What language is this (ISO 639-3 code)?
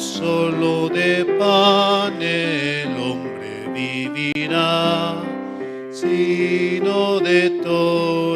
quh